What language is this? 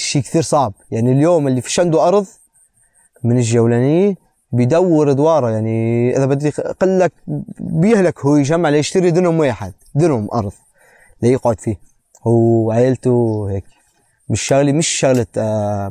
North Levantine Arabic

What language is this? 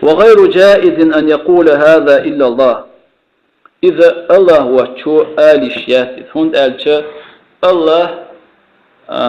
Chechen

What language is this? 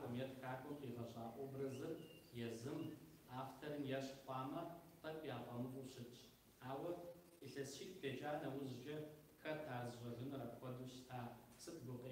Kabardian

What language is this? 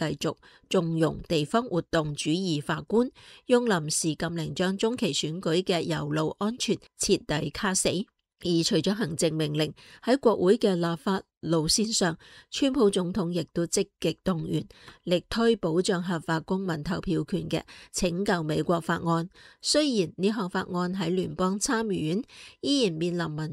Cantonese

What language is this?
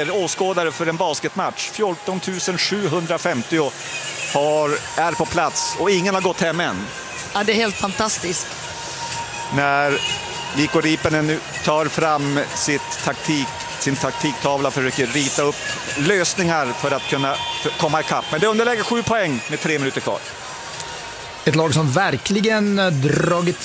Swedish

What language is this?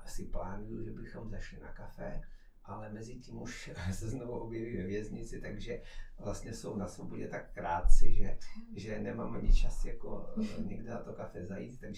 Czech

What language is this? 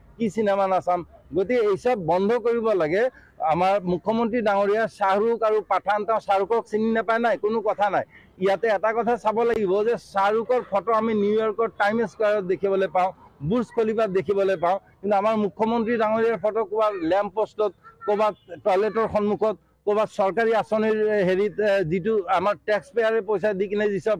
Assamese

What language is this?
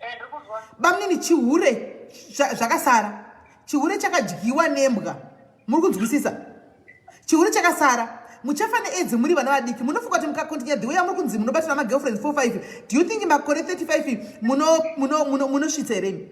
Shona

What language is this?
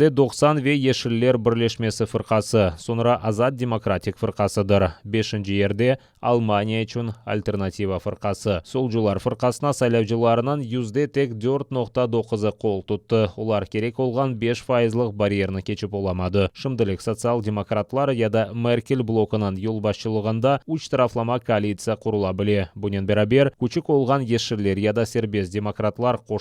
Crimean Tatar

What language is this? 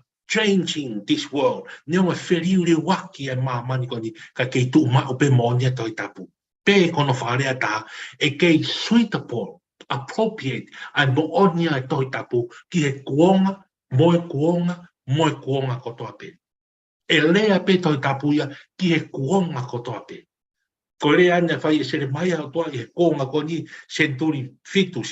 Tongan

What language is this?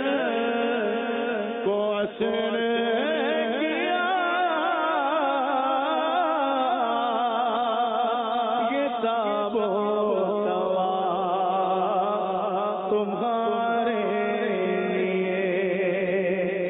Urdu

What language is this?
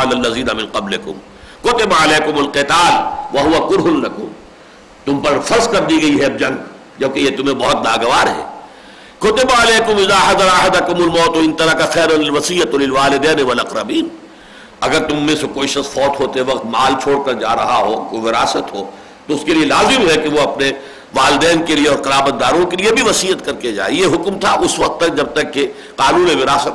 Urdu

